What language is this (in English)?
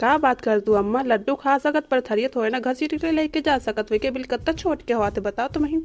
Awadhi